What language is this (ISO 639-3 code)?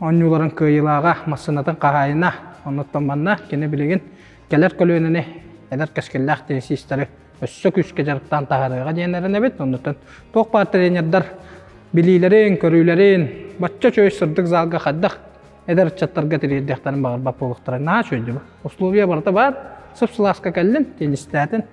sah